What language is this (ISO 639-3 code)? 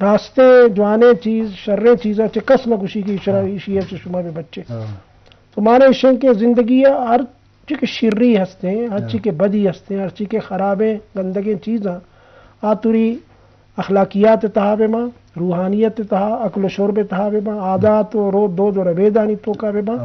bgp